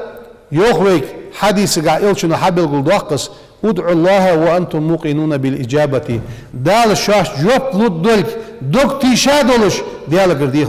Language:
Ingush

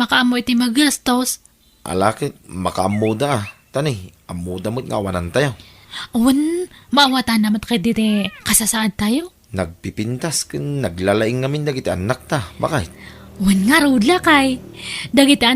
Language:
Iloko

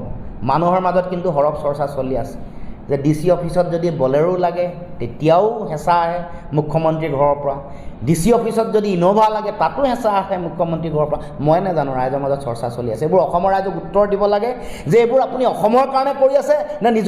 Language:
Assamese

